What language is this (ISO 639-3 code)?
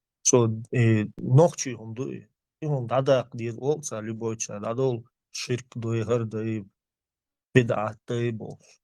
che